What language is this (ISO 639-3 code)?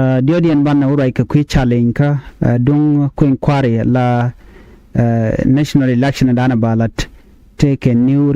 nus